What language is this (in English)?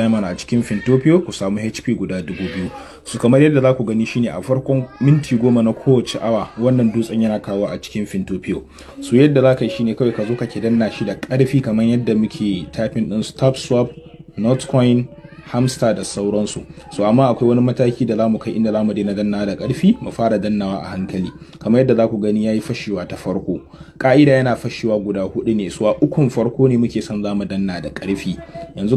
Hausa